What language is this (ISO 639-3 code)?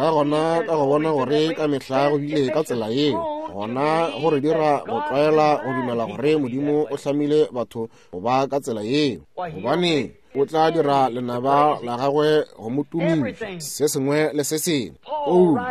nso